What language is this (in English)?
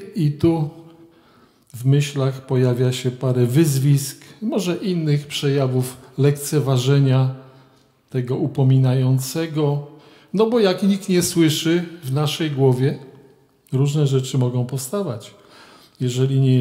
Polish